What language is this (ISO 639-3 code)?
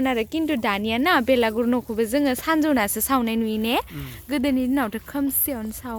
brx